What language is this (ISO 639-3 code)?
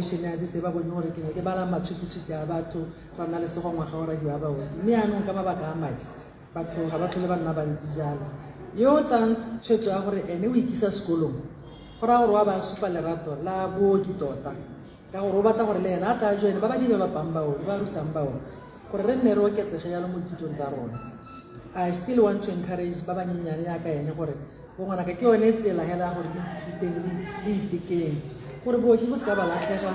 tsn